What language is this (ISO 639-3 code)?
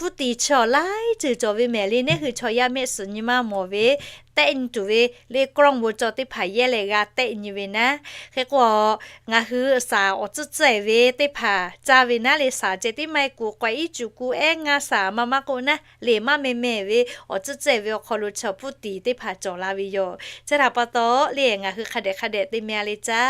lhu